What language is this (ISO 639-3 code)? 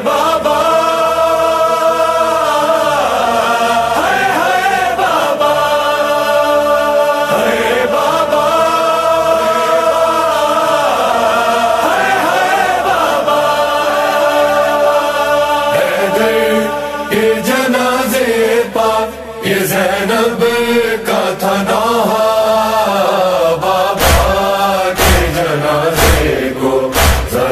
urd